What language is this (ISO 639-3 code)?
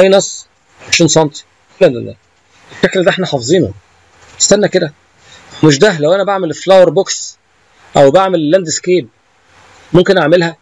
arz